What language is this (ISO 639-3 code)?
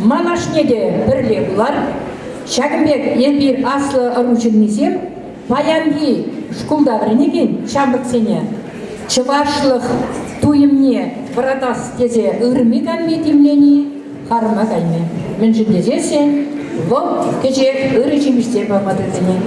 chv